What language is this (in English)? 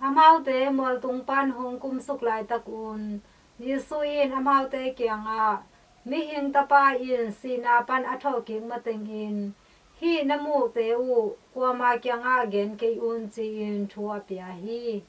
Tedim Chin